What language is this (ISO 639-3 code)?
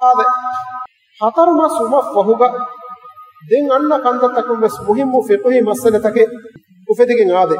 div